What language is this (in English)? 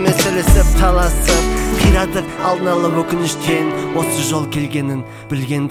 Kazakh